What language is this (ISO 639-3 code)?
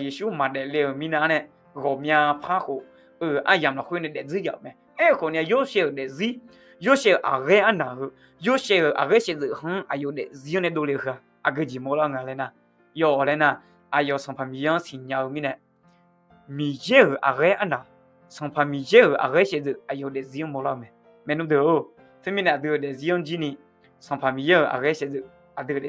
ahk